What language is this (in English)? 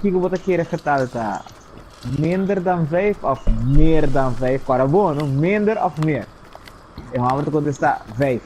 Papiamento